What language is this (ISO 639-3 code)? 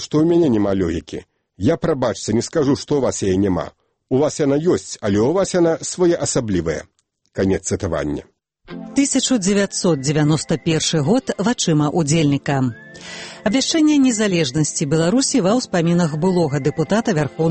bel